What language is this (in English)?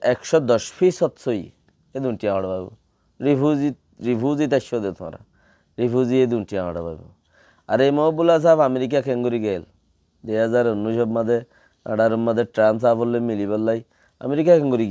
Rohingya